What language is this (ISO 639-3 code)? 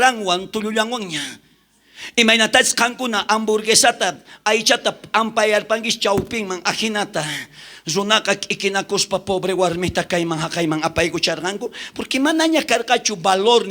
quh